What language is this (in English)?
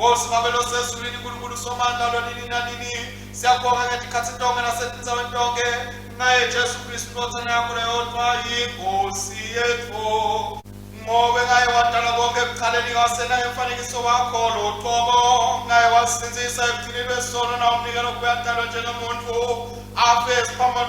Swati